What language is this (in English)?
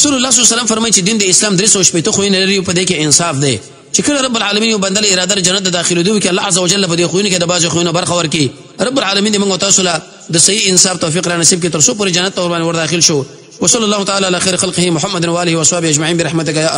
Pashto